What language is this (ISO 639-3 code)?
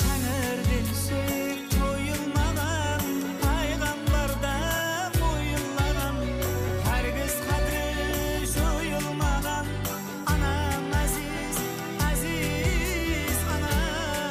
kaa